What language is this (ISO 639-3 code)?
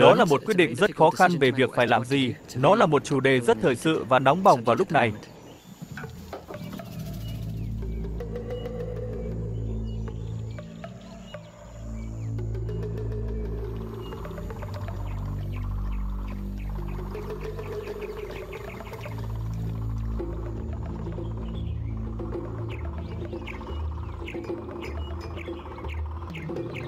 vie